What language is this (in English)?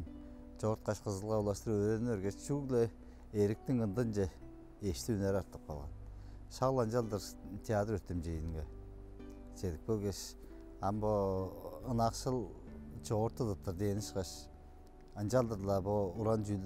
Tuvinian